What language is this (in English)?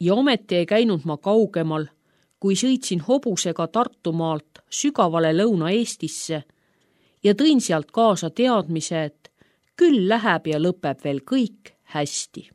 Estonian